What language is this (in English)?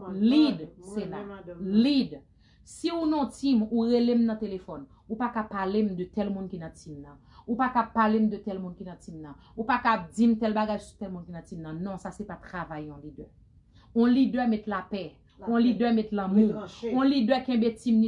Haitian Creole